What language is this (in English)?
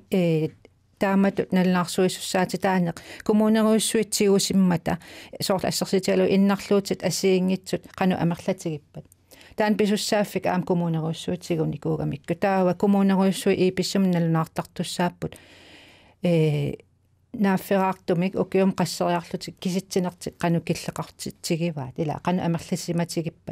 Kalaallisut